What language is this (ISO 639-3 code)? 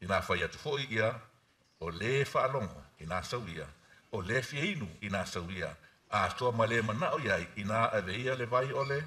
smo